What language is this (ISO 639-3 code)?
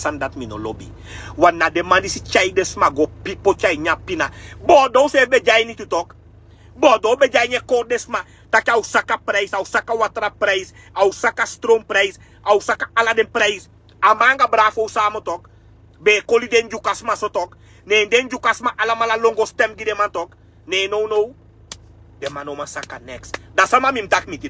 srn